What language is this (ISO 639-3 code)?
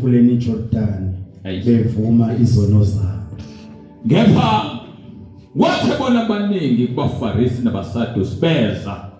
zul